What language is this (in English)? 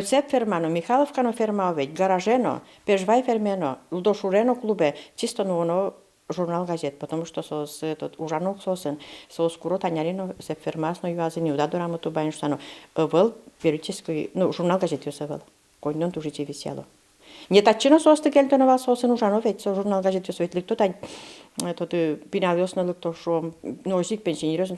Udmurt